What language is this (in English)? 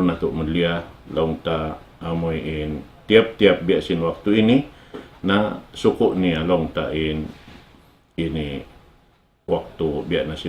Tausug